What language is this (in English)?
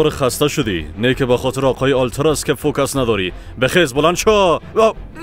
Persian